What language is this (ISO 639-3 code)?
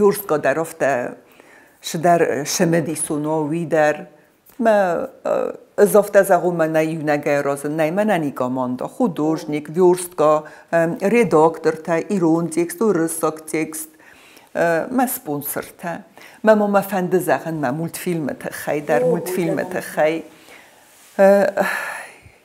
oss